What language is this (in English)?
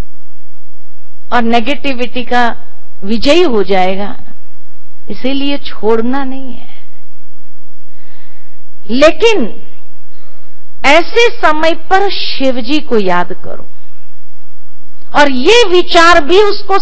Hindi